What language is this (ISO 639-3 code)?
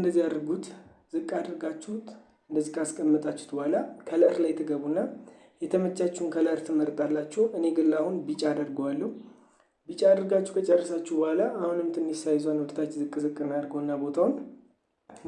amh